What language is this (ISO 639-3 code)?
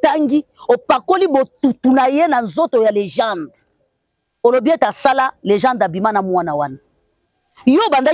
lin